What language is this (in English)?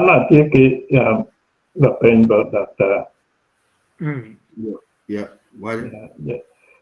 Acoli